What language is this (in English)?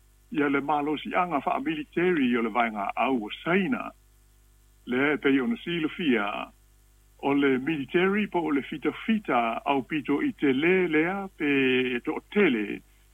Samoan